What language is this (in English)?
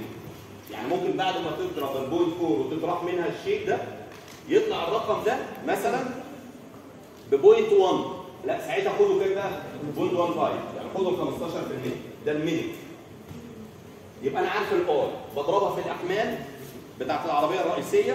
Egyptian Arabic